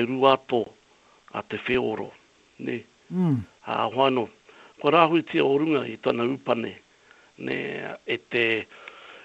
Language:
Māori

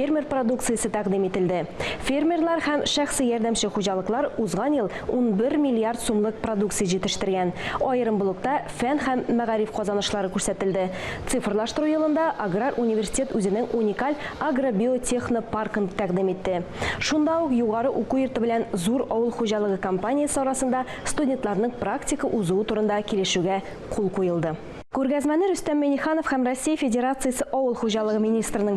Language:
Tatar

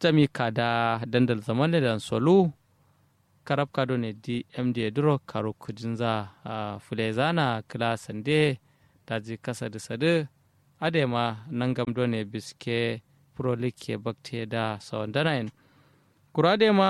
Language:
Kanuri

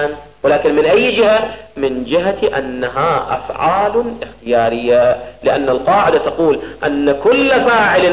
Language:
Arabic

